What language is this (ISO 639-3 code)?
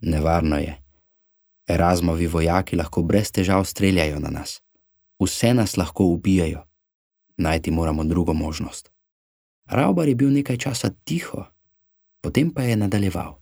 slv